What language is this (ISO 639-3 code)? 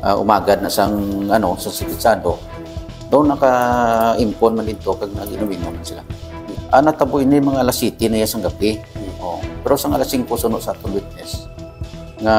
hil